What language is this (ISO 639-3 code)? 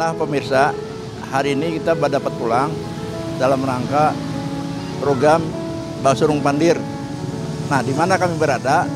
bjn